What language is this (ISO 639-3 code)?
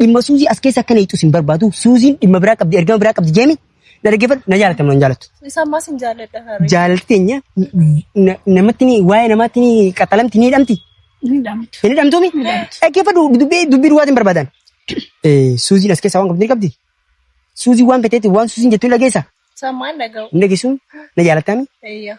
orm